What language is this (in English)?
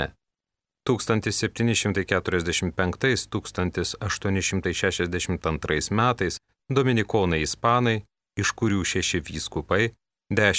Lithuanian